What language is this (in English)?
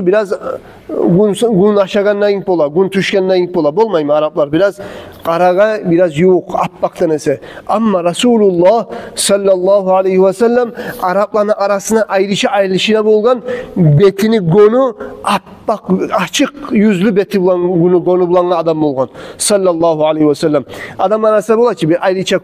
Kumyk